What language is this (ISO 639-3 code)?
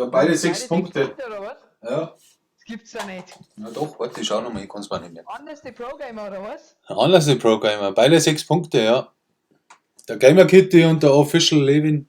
bar